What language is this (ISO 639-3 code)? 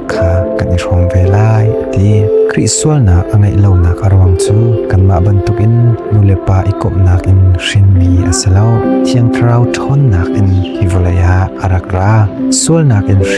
cnh